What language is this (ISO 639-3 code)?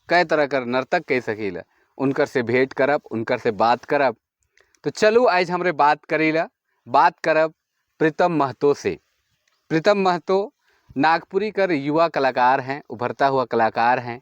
sck